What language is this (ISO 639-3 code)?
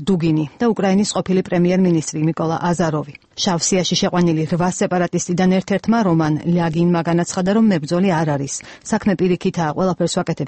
kat